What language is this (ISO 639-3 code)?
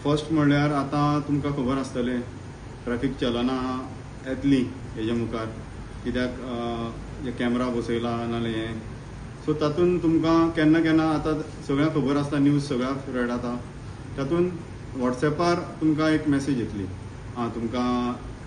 kok